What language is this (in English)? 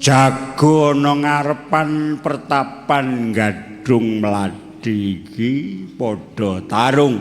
Javanese